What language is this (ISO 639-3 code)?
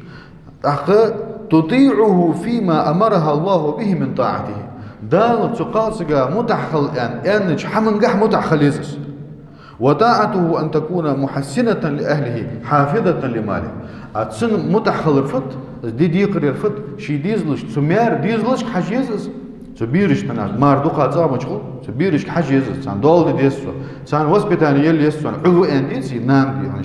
inh